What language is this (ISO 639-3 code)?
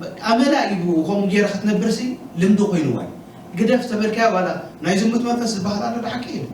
tir